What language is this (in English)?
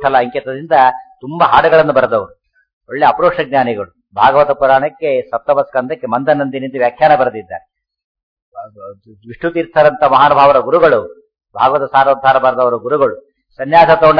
Kannada